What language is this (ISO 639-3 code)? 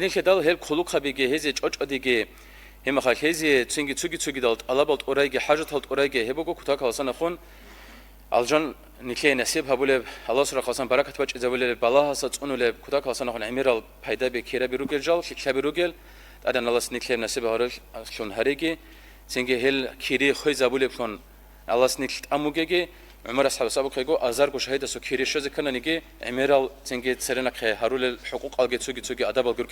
ava